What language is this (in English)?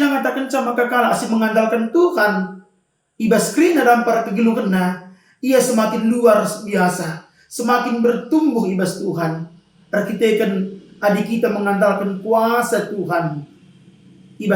Batak Karo